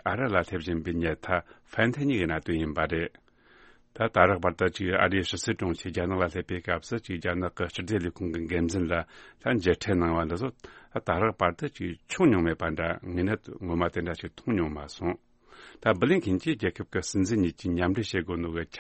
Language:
Tibetan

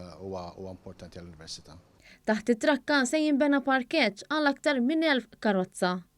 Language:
Maltese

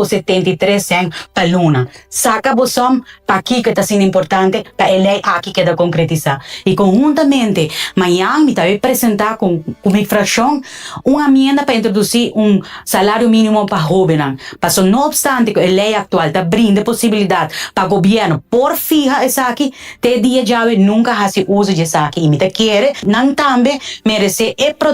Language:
Papiamento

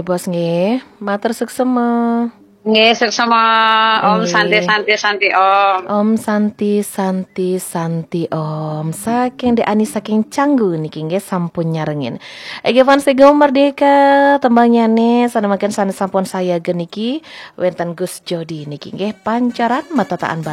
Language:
Balinese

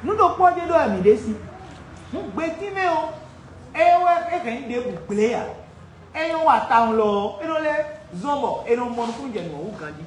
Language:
Fon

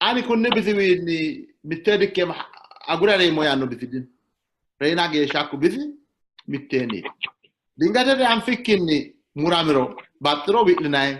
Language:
Sidamo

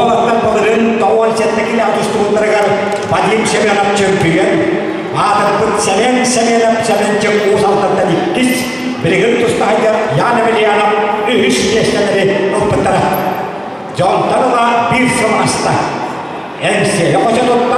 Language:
Yakut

